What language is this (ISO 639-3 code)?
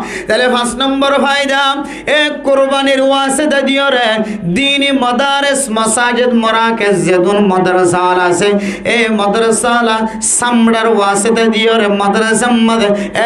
rhg